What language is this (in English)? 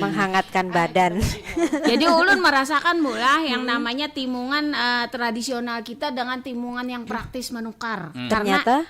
Banjar